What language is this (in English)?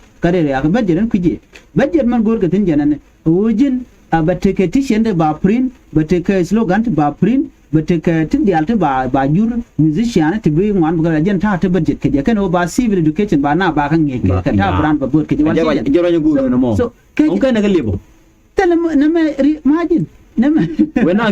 Nuer